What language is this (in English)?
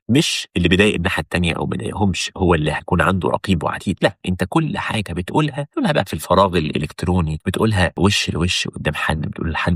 Egyptian Arabic